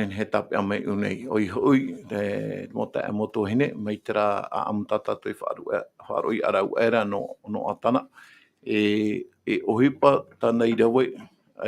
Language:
Tahitian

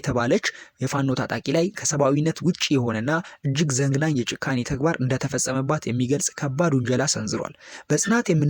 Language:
Amharic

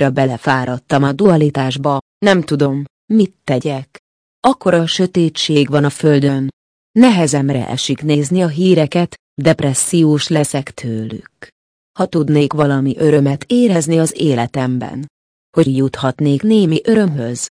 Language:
Hungarian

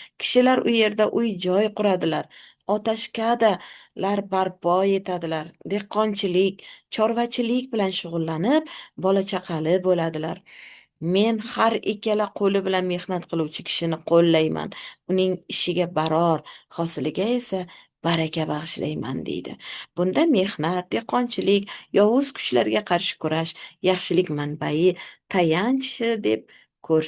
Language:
Uzbek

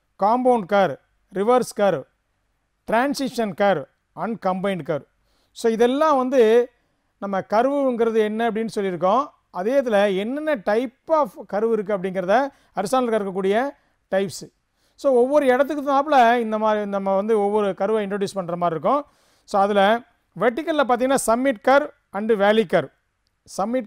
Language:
Tamil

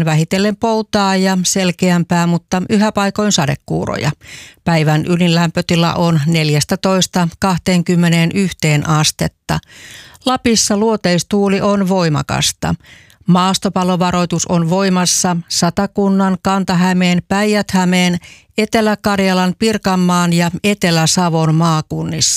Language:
Finnish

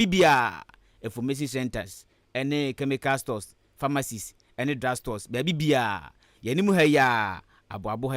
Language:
Akan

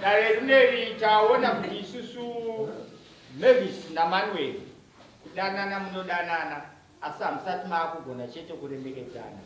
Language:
Shona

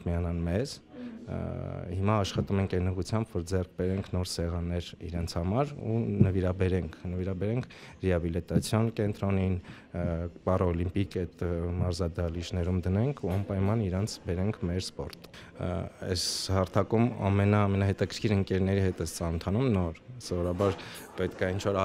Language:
Armenian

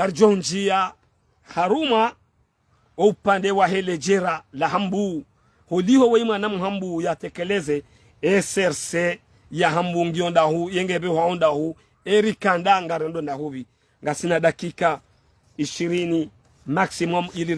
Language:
Ngazidja Comorian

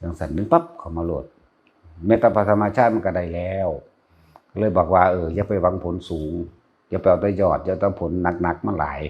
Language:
Northeastern Thai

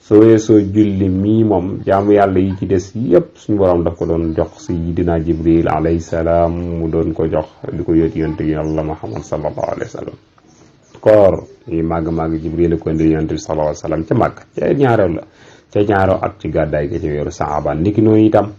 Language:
Wolof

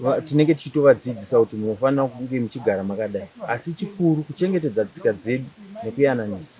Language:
Shona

